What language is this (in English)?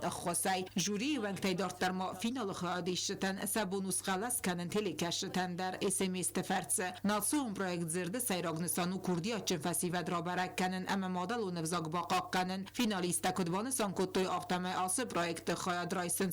Ossetic